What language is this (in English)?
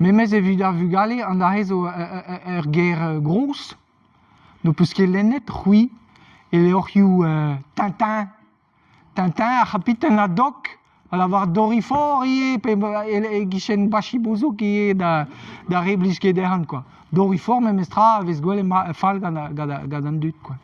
Breton